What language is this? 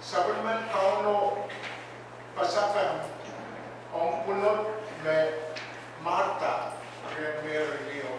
Pohnpeian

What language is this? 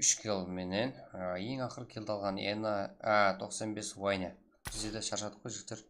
Kara-Kalpak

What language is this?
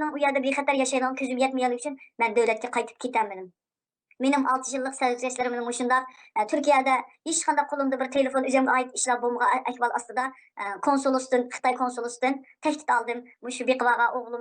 Uyghur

